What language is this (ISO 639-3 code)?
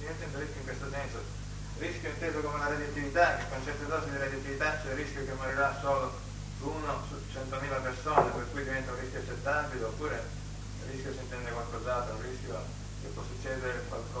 ita